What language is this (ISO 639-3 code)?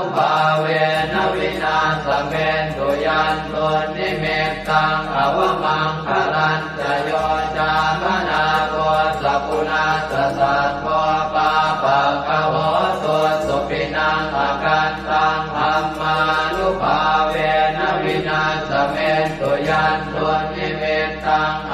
pli